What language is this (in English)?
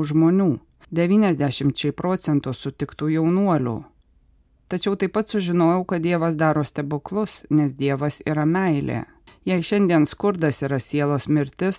Lithuanian